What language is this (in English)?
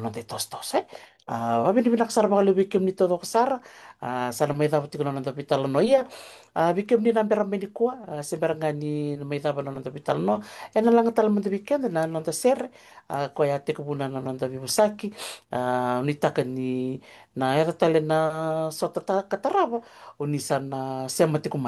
Fijian